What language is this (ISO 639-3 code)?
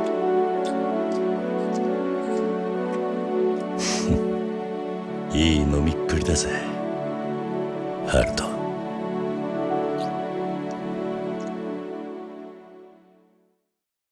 jpn